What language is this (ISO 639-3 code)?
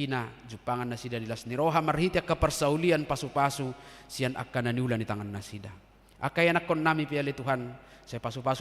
bbc